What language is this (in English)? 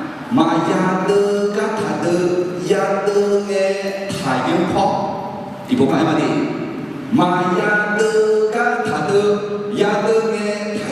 Akha